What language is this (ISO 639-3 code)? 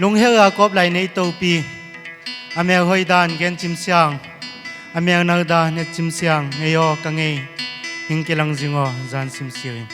pck